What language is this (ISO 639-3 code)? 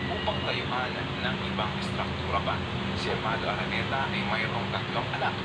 fil